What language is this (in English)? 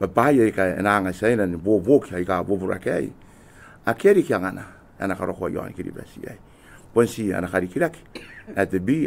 Gilbertese